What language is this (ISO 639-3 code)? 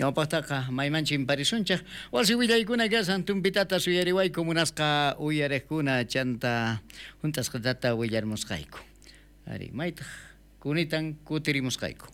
quh